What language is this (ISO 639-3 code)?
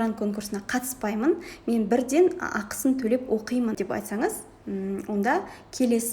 kaz